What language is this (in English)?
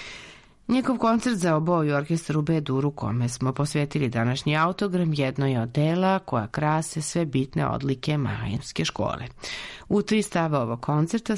Serbian